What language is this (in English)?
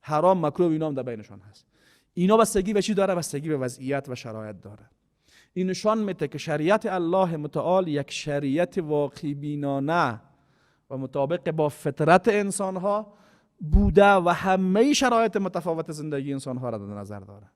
Persian